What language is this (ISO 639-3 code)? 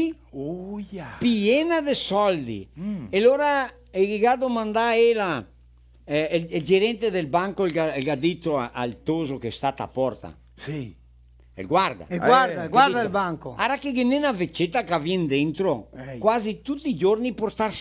vec